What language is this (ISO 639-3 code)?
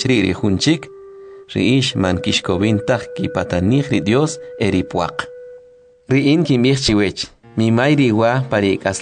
quc